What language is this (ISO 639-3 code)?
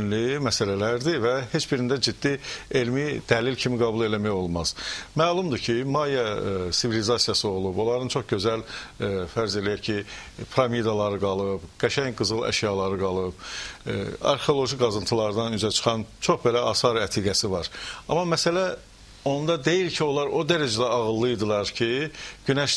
aze